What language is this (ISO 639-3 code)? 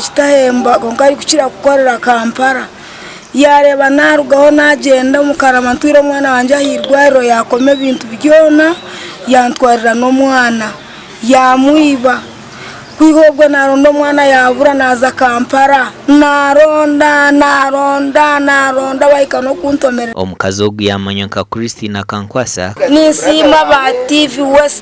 nyn